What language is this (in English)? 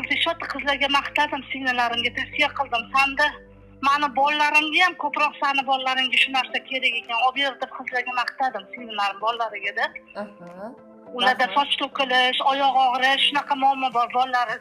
Uzbek